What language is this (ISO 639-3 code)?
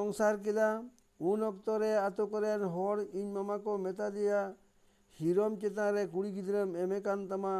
sat